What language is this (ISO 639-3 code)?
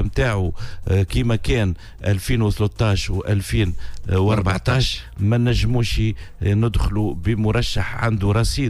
aeb